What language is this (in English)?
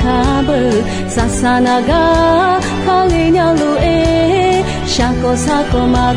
Akha